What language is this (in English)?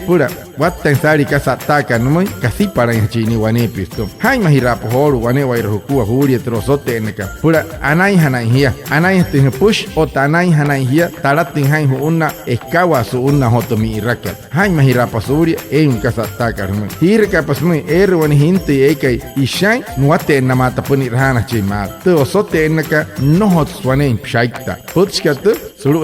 Wayuu